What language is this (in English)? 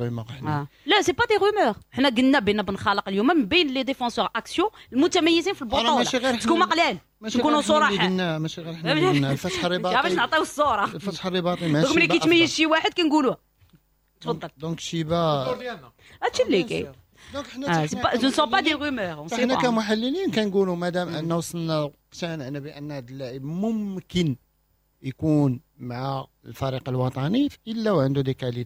Moroccan Arabic